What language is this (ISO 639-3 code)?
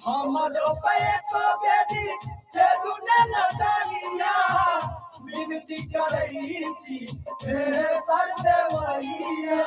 mai